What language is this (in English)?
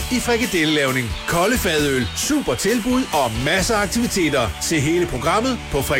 Danish